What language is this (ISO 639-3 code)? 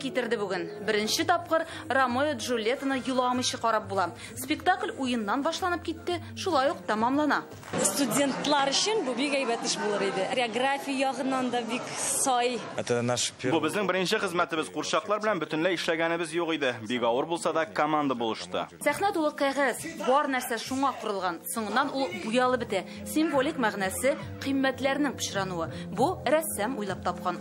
tat